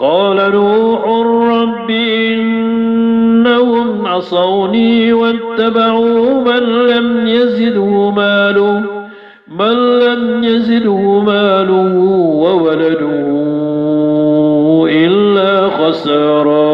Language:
Maranao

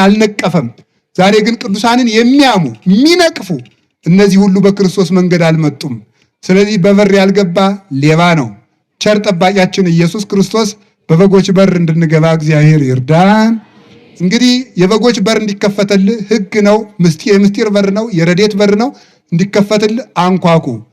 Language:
Amharic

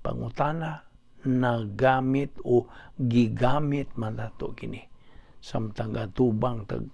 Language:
Cebuano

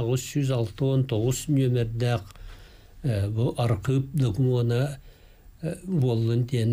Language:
Yakut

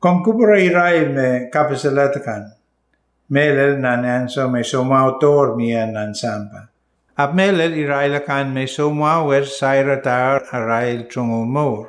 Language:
Pohnpeian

